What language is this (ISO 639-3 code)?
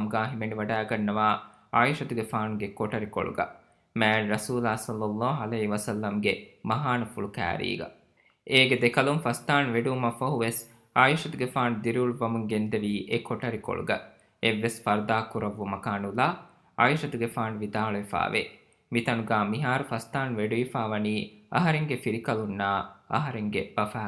div